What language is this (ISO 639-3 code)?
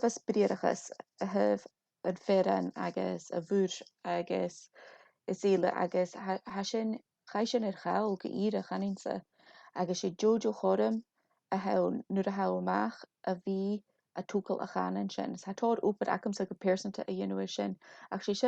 gla